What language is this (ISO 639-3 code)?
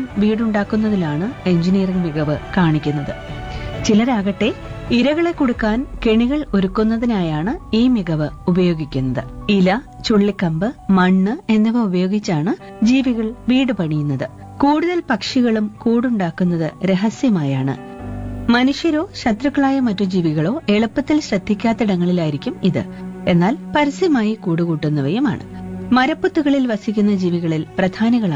mal